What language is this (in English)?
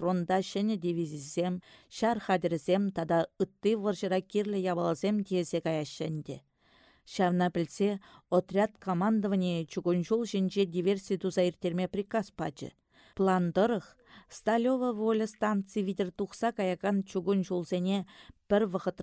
Chuvash